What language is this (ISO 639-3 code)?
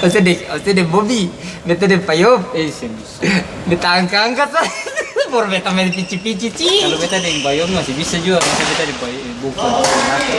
abs